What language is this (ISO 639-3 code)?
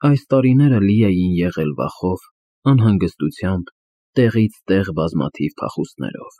hye